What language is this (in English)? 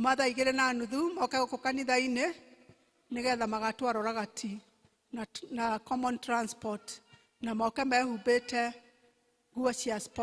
Kikuyu